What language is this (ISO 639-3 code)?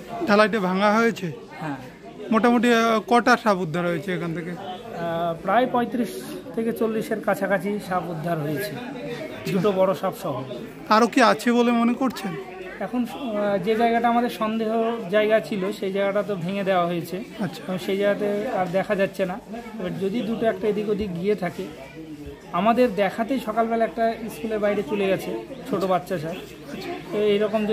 ben